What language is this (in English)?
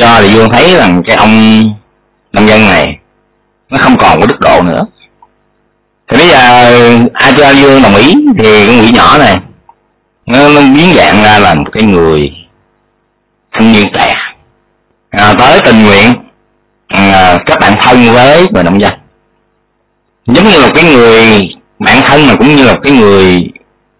Vietnamese